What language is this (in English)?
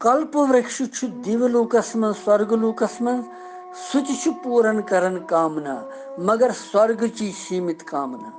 Kashmiri